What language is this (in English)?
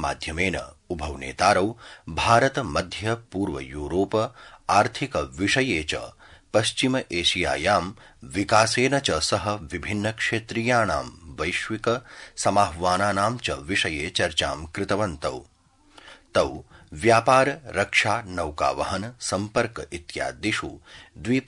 Sanskrit